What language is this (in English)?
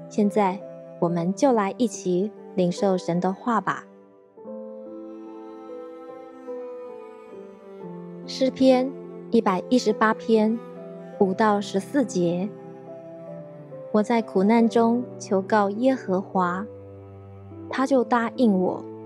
Chinese